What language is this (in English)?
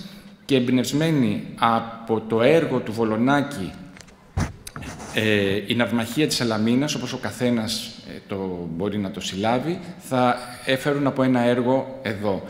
Greek